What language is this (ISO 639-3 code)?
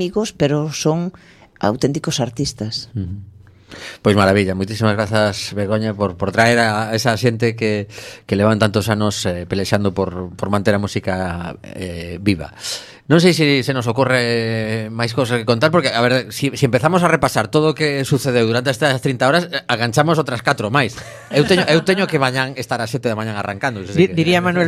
glg